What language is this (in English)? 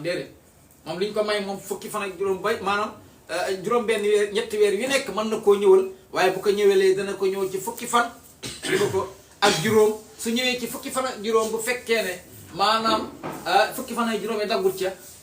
Wolof